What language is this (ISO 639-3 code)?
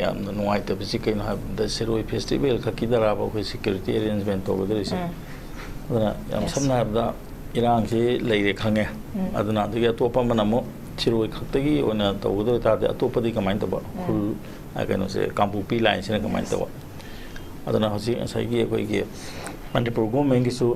mni